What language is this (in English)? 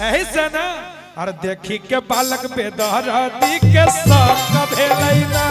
Magahi